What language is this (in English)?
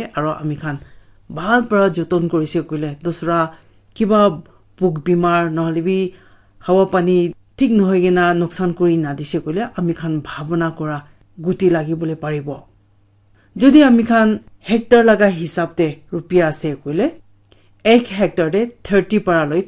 Naga Pidgin